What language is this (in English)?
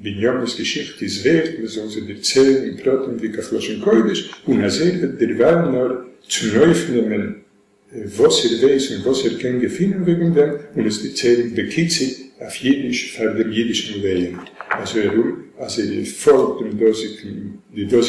Yiddish